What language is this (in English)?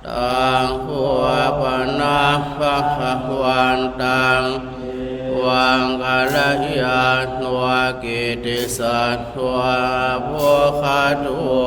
Pali